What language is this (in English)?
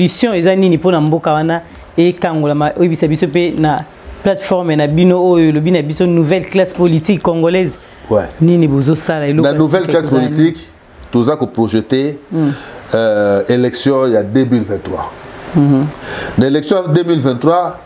Lingala